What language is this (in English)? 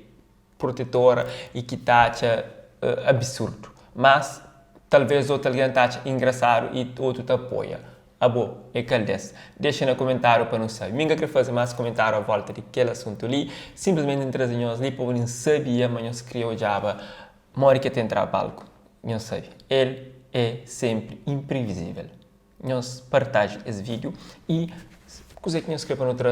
Kabuverdianu